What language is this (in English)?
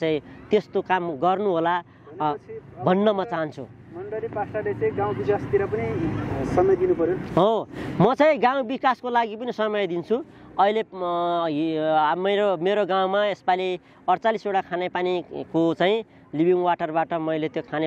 Nepali